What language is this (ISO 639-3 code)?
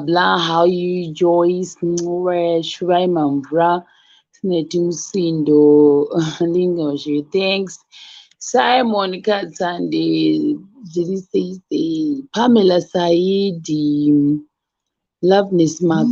sna